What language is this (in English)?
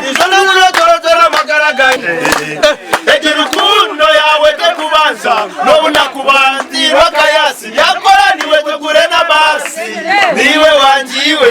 Nyankole